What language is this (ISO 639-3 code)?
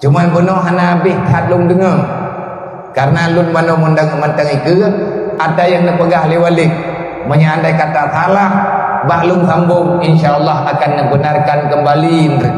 ace